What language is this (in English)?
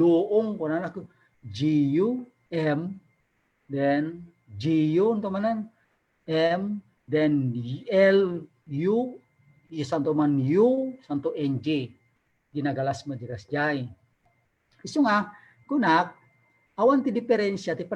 Iloko